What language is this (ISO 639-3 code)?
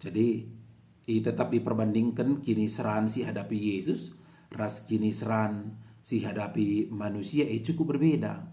btx